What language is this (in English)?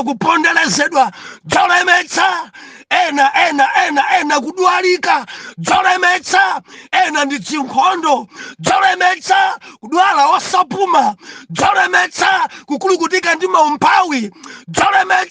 Nyanja